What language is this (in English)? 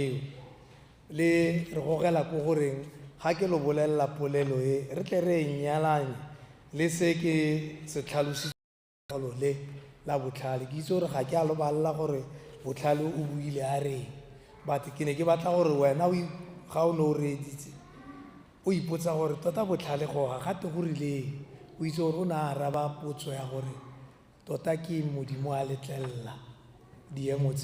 Tswana